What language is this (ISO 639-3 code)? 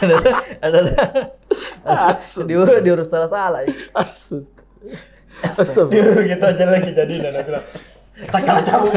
mfp